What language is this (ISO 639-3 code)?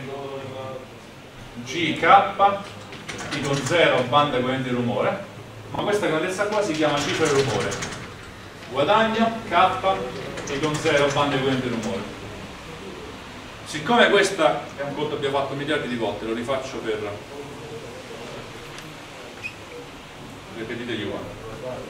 ita